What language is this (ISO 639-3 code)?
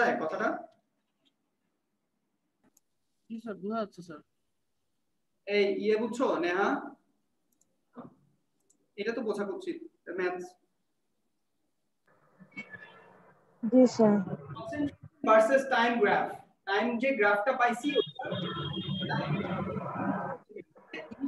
ben